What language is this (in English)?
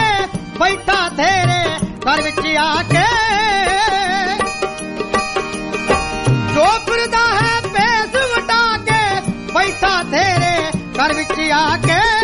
Punjabi